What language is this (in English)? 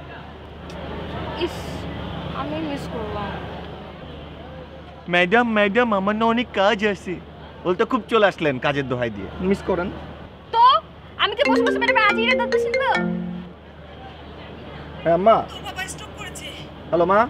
Bangla